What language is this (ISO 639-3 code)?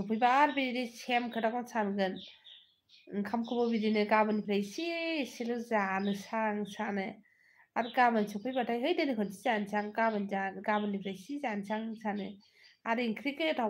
brx